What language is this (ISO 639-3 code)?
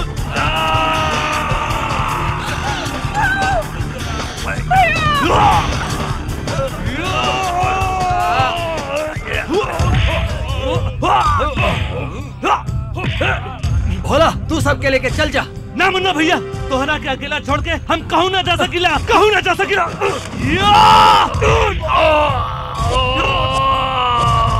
bho